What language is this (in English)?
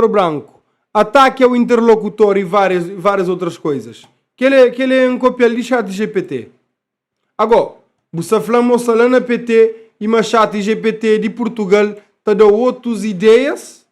Kabuverdianu